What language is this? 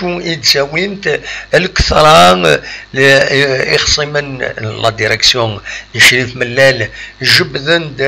Kabyle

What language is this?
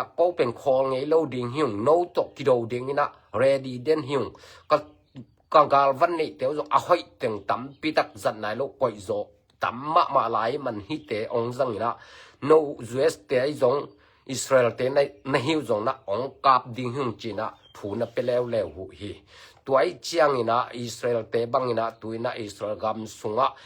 Tedim Chin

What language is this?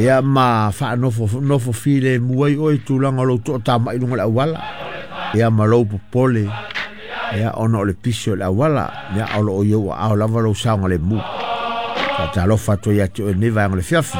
Samoan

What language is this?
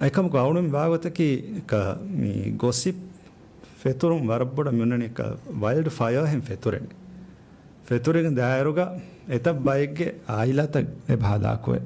Divehi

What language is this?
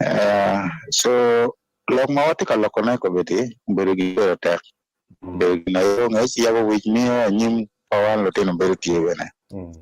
Acoli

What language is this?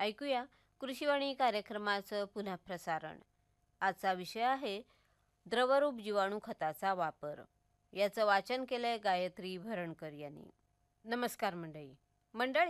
Marathi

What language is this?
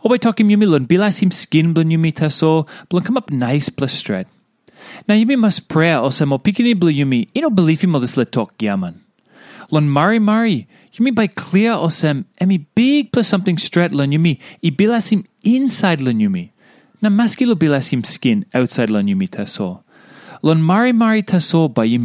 Tok Pisin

